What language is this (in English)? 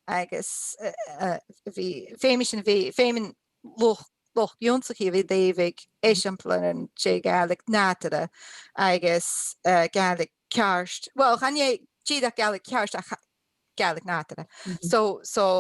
Scottish Gaelic